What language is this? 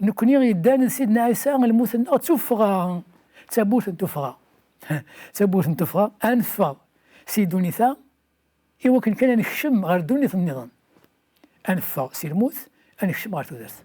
Kabyle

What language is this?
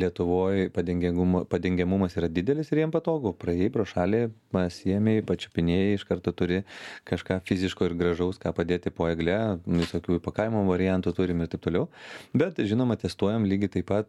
Lithuanian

